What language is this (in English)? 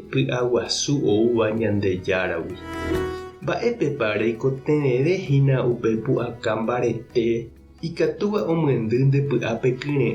Guarani